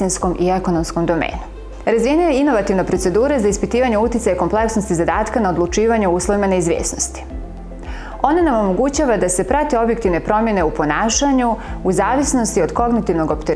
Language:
Bosnian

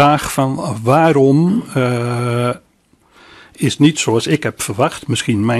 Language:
Dutch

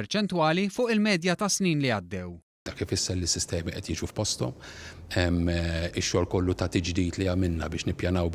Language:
Maltese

